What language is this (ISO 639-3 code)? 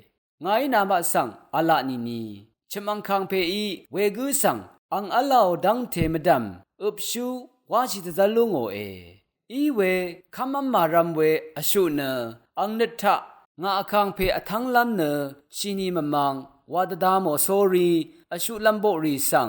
raw